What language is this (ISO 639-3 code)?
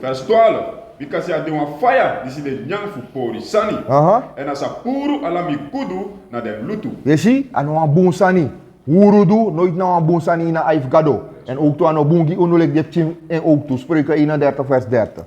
srn